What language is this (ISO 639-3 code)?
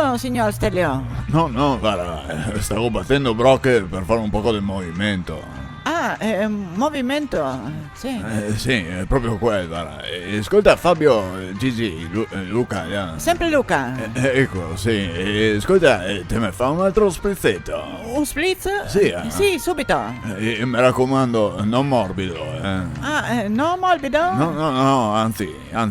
vec